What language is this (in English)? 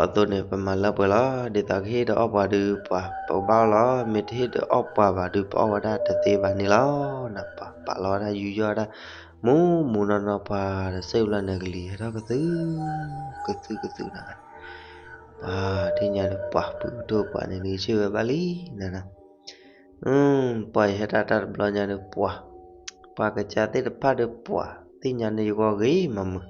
S'gaw Karen